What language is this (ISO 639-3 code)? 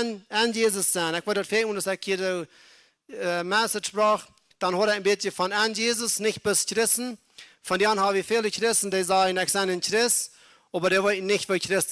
pdt